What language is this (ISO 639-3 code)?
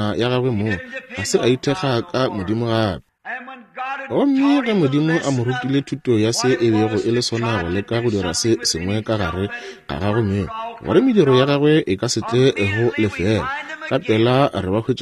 nso